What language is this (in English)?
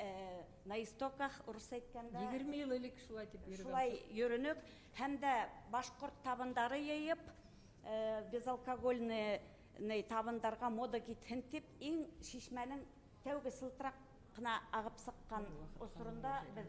Bashkir